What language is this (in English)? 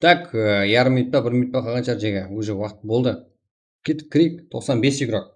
Kara-Kalpak